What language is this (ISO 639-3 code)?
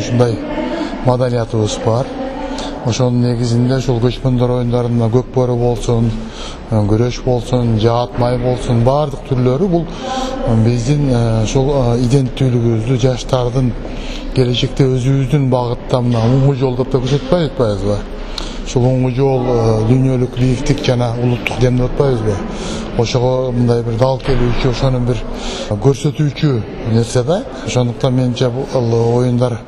kir